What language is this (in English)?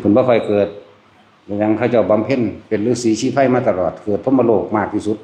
Northeastern Thai